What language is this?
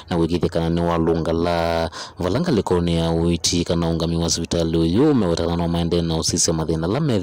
Kamba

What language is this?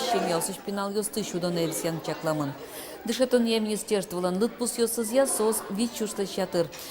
Udmurt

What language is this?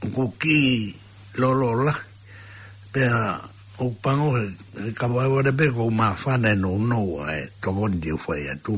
Tongan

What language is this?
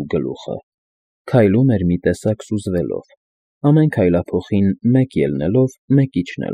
Armenian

